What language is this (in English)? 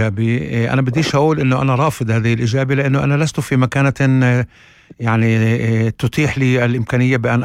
North Levantine Arabic